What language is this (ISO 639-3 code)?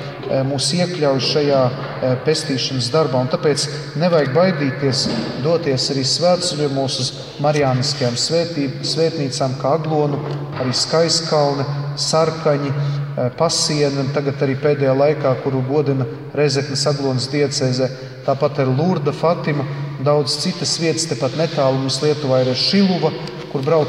lav